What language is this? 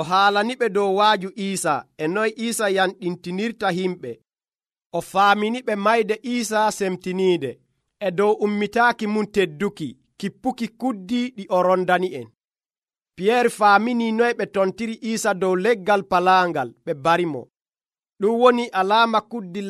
Nigerian Fulfulde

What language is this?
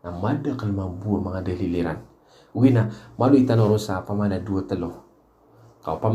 Maranao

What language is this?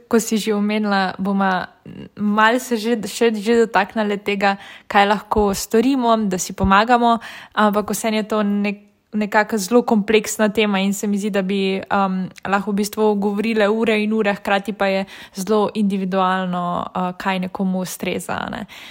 Slovenian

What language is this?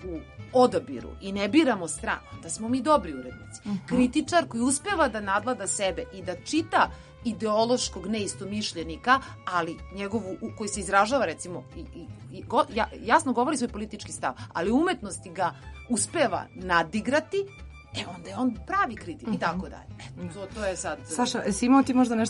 Serbian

